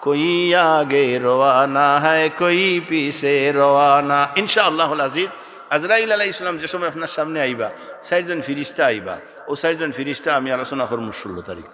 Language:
Sylheti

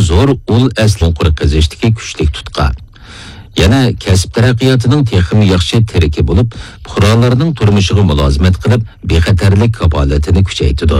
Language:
Uyghur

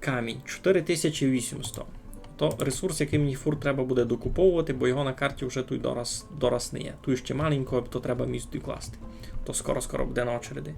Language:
Rusyn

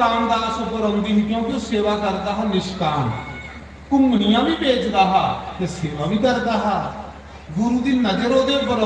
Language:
Dogri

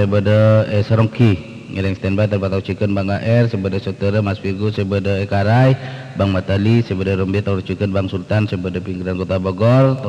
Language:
Madurese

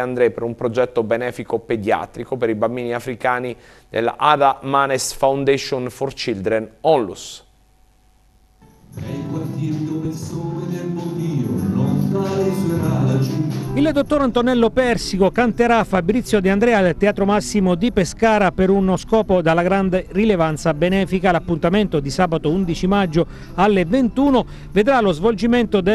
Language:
Italian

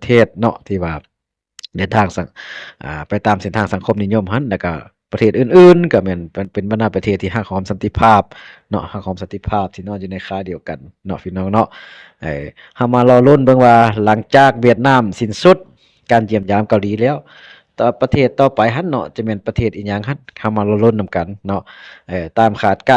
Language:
Lao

